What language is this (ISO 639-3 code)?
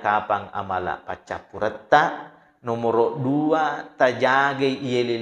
bug